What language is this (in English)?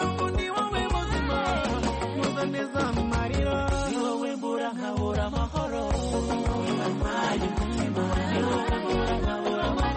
Kinyarwanda